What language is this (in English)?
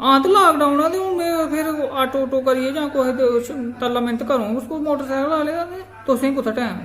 Dogri